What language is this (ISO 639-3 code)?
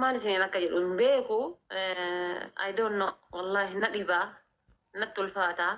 orm